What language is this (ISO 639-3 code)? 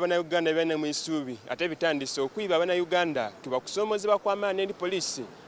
xog